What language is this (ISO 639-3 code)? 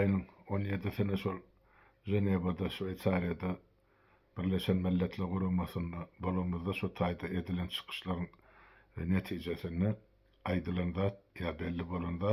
tuk